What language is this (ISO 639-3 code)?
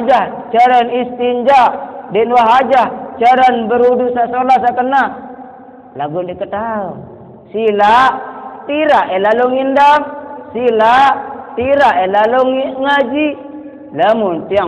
sas